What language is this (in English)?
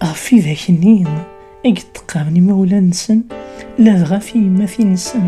Kabyle